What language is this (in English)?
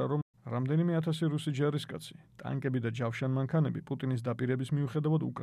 Georgian